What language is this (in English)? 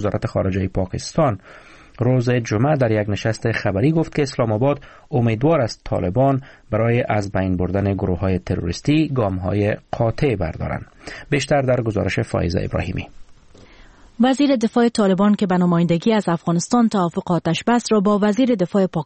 Persian